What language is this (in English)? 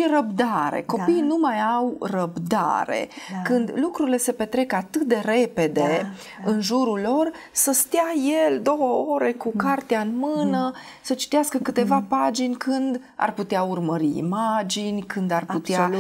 Romanian